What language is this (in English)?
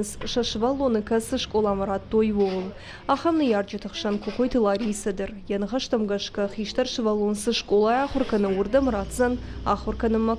Ossetic